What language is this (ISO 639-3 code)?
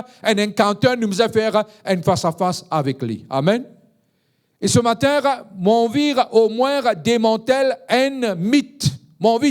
mfe